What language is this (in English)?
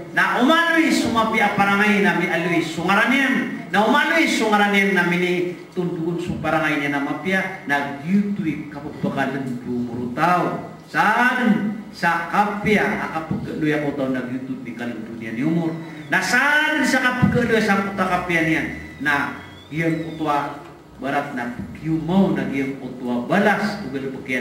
Maranao